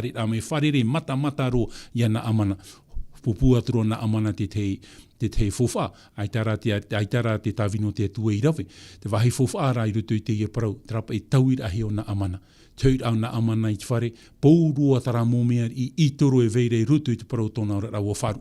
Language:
Tahitian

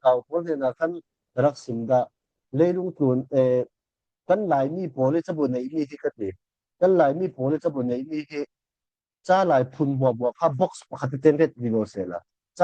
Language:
Falam Chin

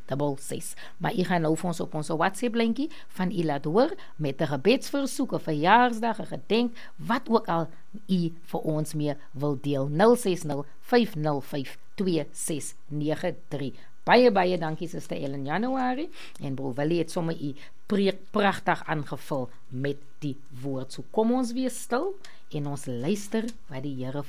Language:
Afrikaans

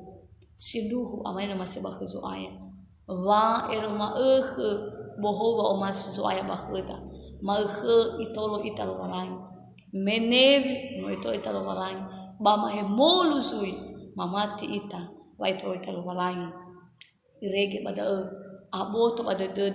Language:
Nias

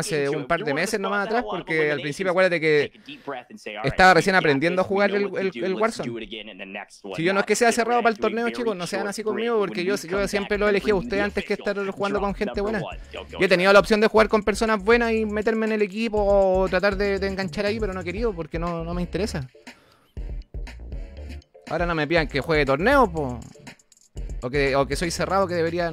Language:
Spanish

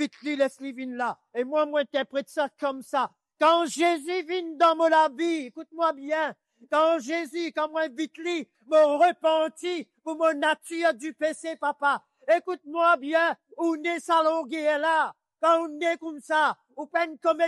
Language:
Morisyen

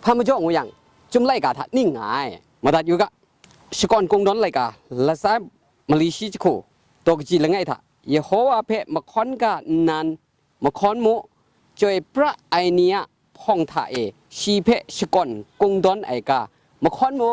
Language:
Kachin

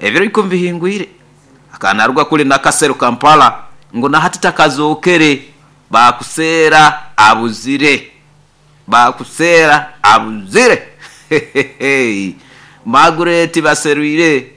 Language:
Nyoro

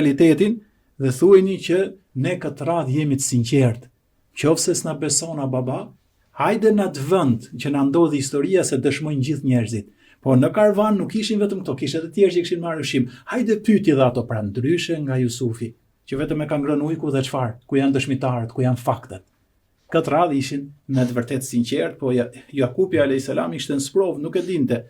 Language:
Albanian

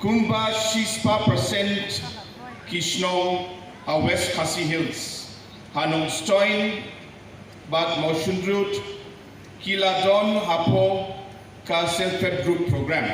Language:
Khasi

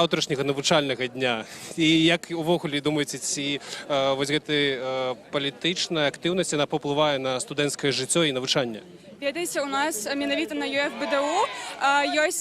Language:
Belarusian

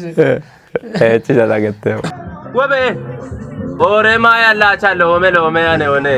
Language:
Kafa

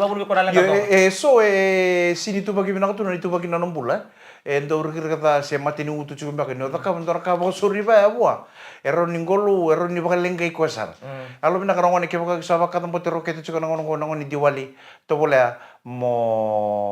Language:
Fijian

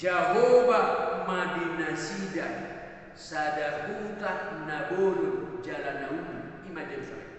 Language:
Batak Toba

